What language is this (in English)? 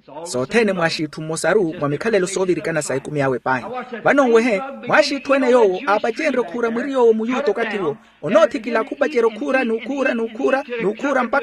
Makhuwa